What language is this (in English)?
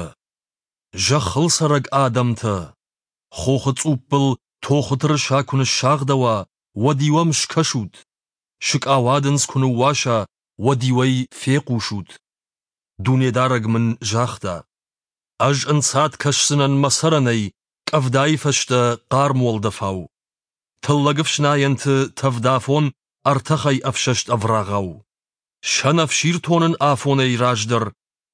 Ossetic